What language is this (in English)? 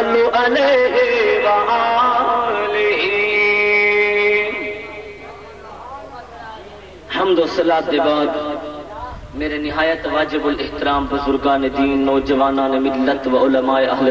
Urdu